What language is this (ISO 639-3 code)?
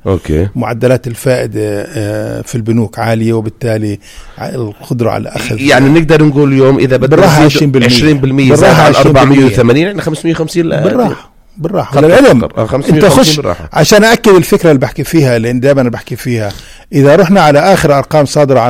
apc